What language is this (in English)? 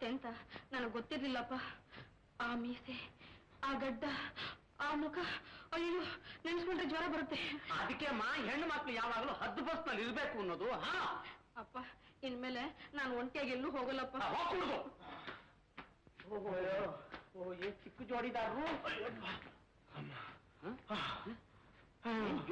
Kannada